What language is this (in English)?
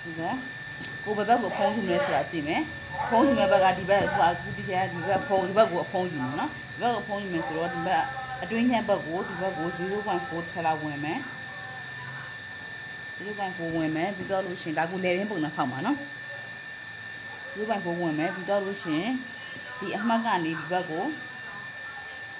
Burmese